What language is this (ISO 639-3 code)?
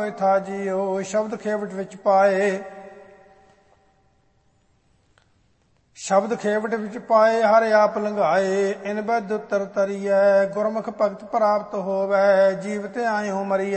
pan